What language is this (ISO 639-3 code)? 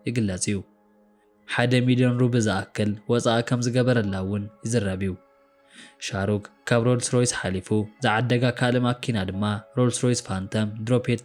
tir